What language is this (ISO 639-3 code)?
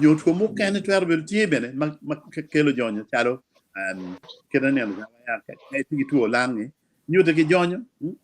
ach